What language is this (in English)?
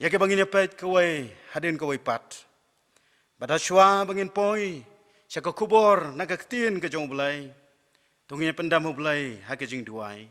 Khasi